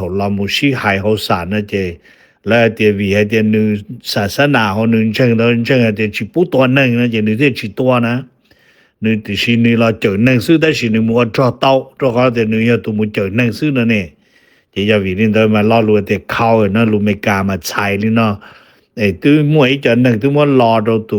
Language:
Hmong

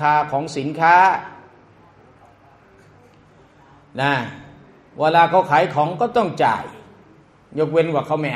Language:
Thai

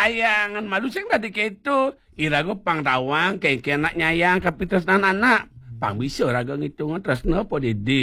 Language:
Balinese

